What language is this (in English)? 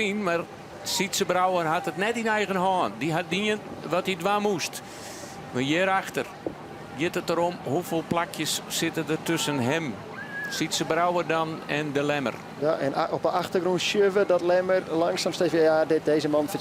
Western Frisian